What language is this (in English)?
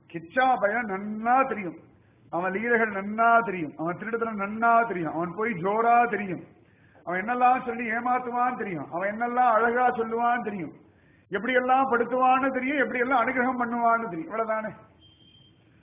Tamil